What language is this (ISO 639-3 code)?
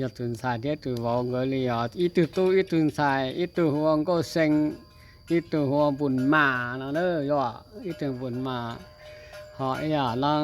hmn